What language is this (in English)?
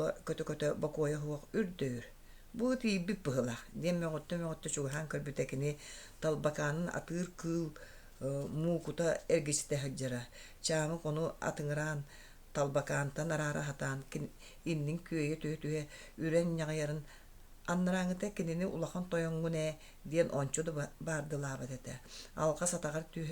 Yakut